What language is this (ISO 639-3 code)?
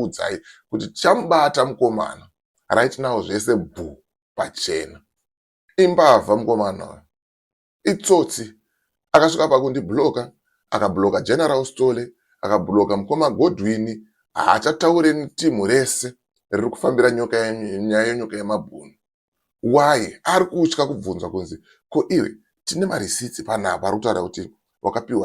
sna